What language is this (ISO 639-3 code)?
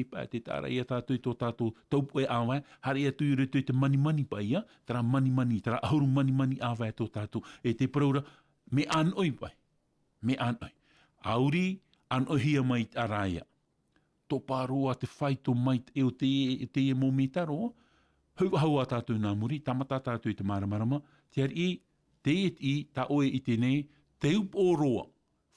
tah